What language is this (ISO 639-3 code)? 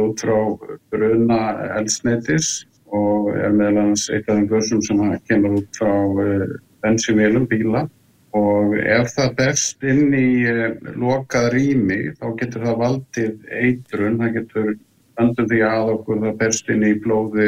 isl